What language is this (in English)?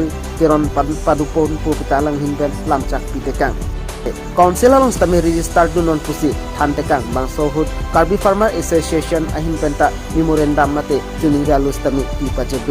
Karbi